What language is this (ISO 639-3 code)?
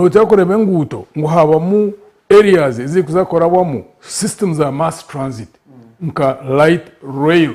nyn